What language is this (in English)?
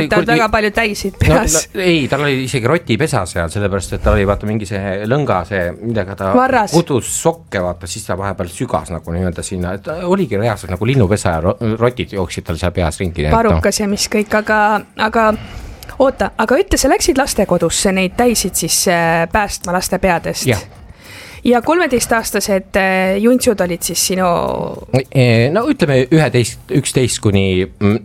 Estonian